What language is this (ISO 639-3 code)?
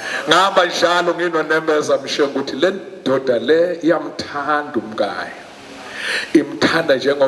zul